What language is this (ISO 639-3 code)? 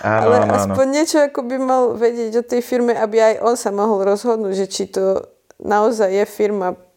slk